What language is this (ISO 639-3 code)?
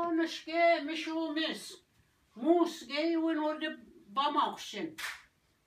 oji